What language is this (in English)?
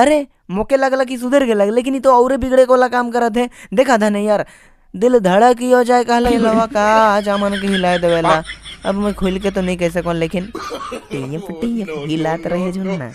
Sadri